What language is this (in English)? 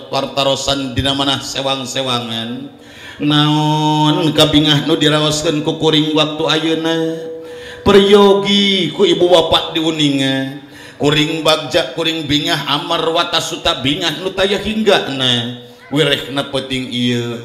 Sundanese